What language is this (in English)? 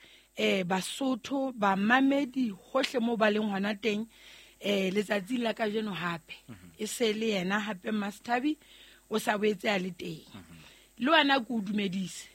Southern Sotho